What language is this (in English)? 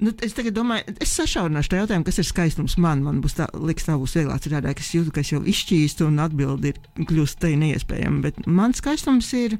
Latvian